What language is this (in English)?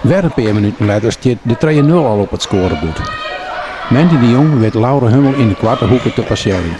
Western Frisian